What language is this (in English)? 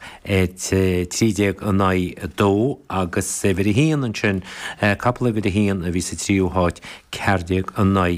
Irish